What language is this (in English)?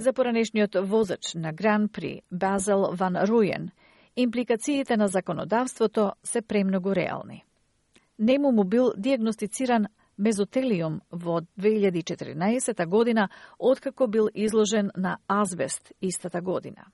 Macedonian